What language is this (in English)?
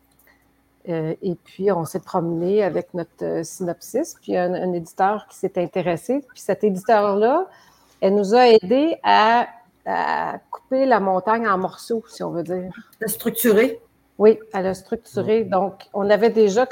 French